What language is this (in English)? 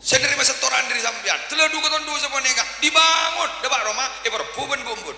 Madurese